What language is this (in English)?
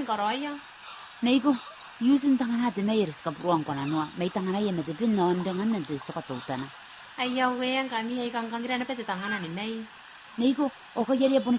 Gilbertese